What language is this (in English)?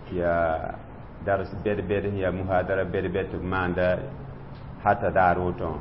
Mossi